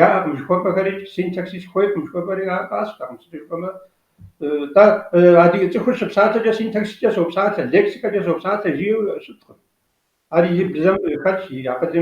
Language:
Kabardian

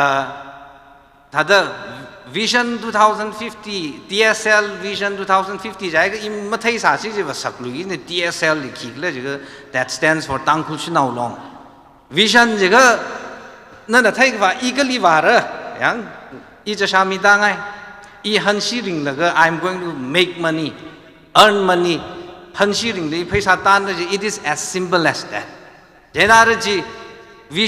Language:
Tangkhul Naga (India)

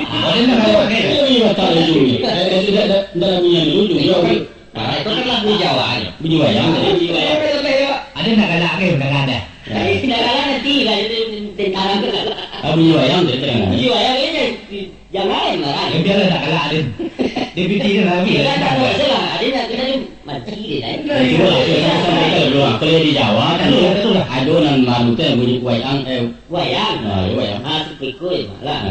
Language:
Minangkabau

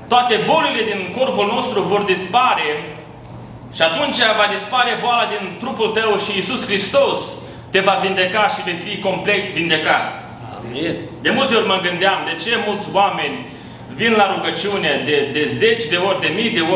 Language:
Romanian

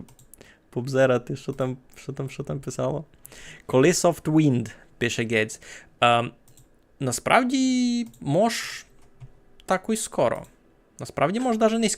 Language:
Rusyn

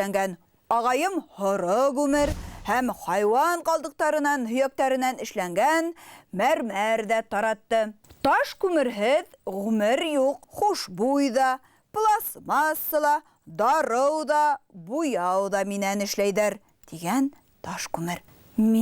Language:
Bashkir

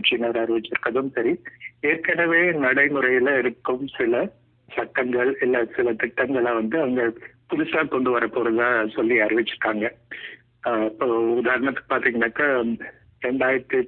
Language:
Tamil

